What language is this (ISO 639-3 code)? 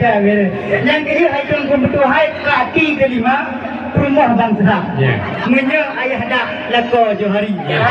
ace